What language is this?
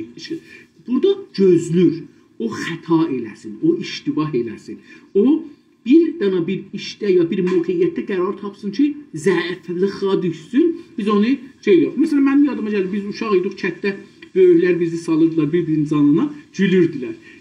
South Azerbaijani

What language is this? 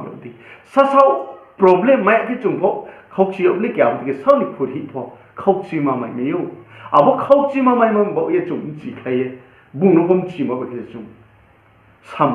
Riang (India)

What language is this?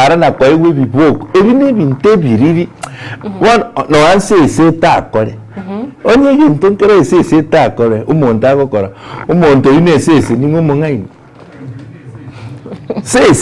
Gusii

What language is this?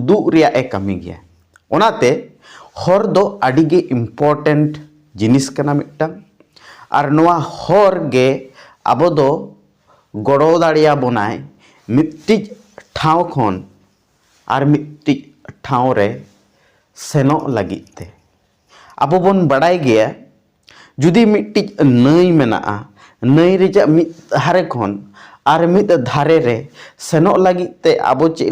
Santali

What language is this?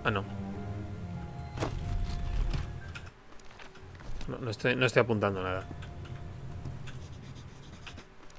Spanish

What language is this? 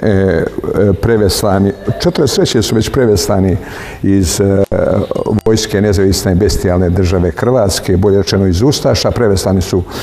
Serbian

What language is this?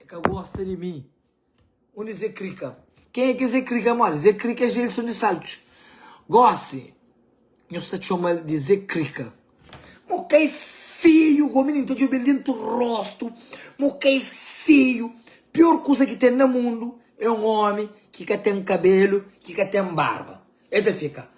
Kabuverdianu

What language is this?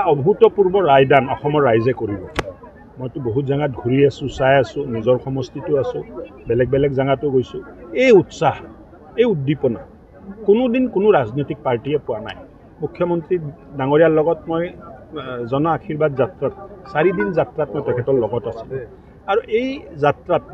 Assamese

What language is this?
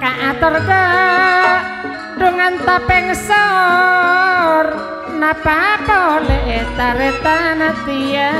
Madurese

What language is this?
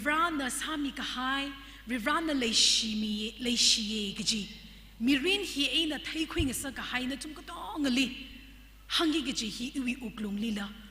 Tangkhul Naga (India)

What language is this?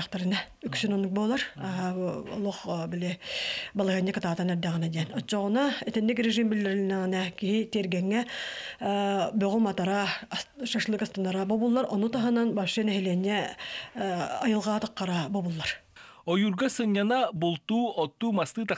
Yakut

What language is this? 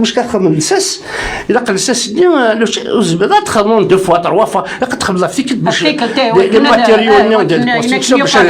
Kabyle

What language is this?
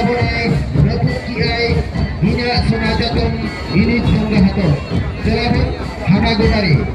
Santali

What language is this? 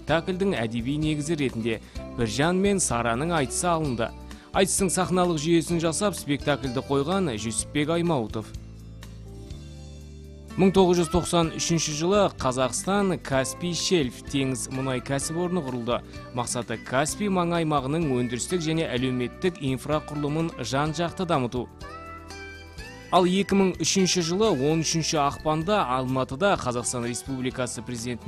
Kazakh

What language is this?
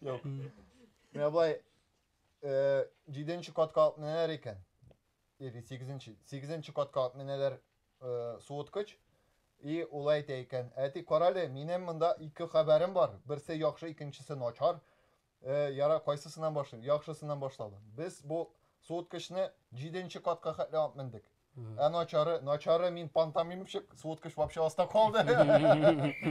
Tatar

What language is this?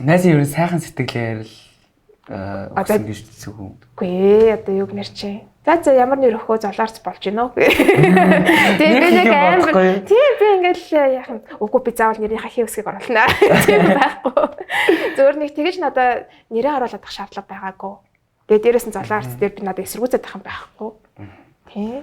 Mongolian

